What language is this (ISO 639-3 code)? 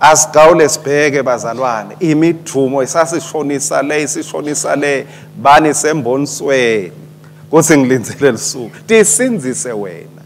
ssw